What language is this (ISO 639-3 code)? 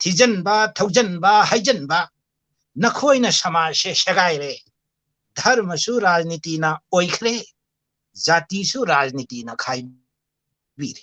mni